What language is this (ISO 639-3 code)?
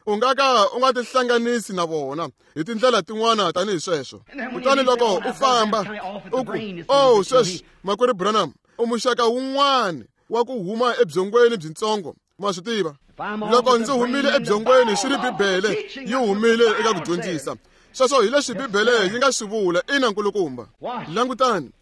tso